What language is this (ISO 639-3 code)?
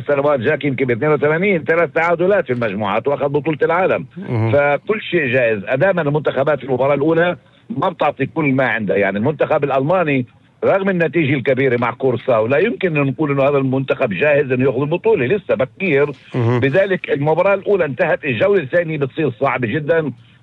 apc